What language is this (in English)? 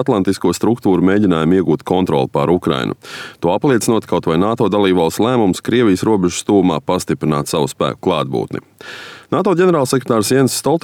Latvian